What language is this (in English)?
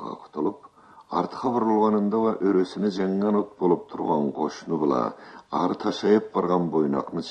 Karachay-Balkar